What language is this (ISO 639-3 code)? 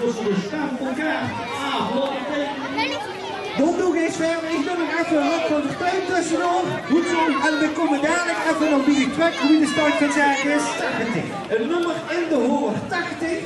lim